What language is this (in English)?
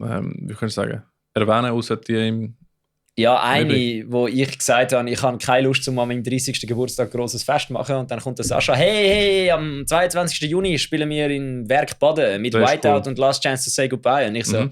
Swiss German